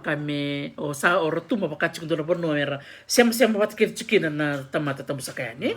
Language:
Fijian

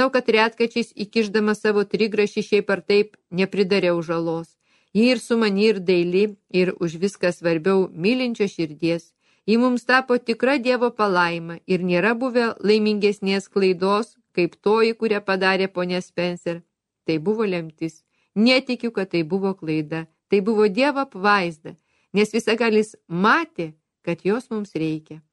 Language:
Lithuanian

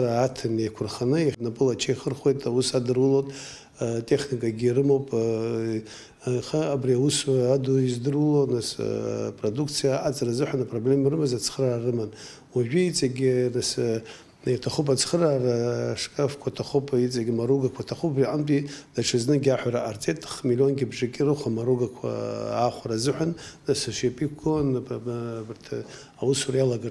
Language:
Abkhazian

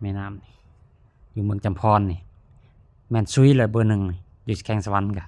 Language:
Lao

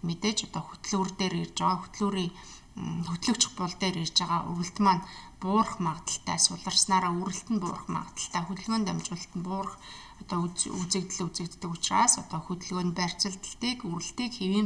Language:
Mongolian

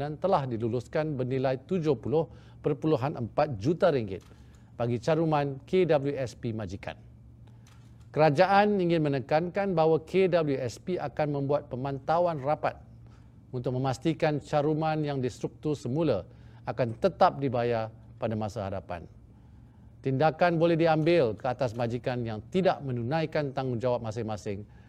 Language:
Malay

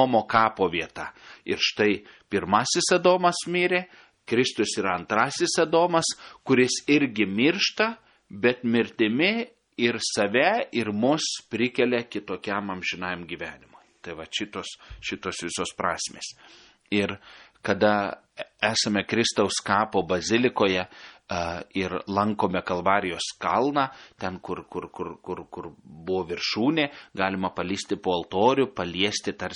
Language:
Lithuanian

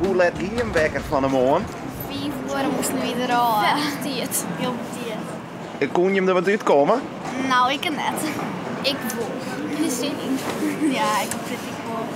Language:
Western Frisian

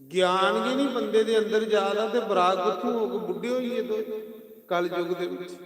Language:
Dogri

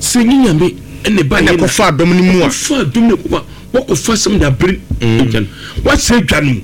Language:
Akan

